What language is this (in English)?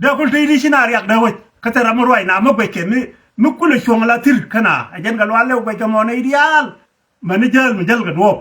Nuer